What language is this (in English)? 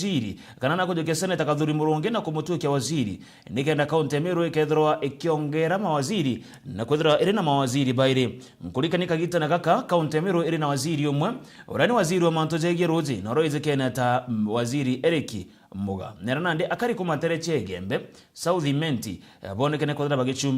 Meru